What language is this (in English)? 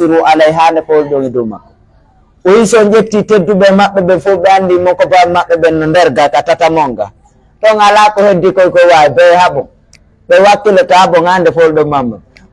Pular